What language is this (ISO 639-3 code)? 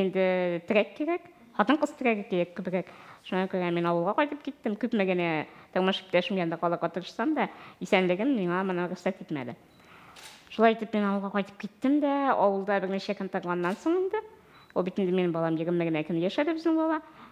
tat